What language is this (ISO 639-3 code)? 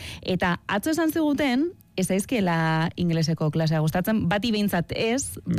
eus